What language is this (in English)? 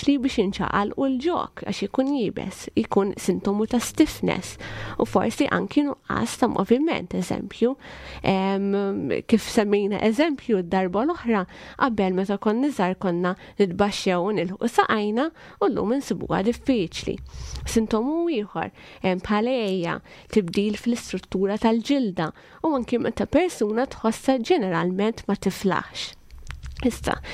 Maltese